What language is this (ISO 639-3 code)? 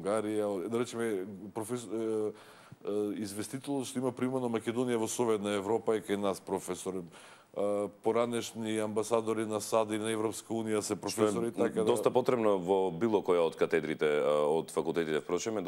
mkd